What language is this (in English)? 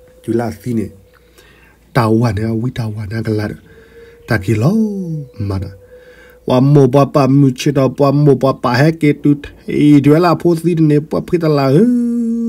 S'gaw Karen